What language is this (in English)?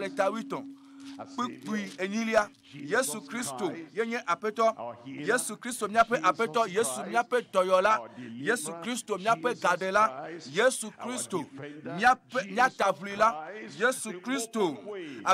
Ewe